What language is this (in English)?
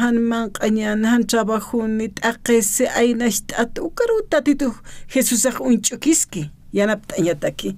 Aymara